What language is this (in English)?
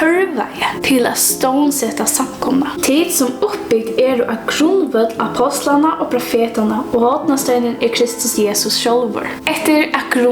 Faroese